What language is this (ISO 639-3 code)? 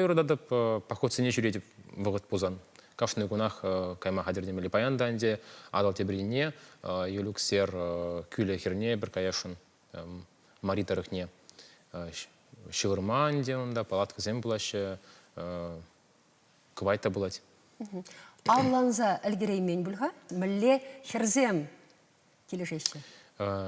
chv